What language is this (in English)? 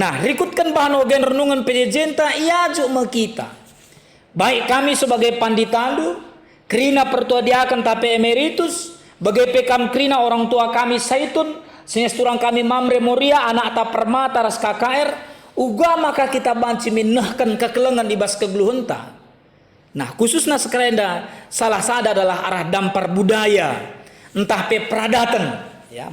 Batak Karo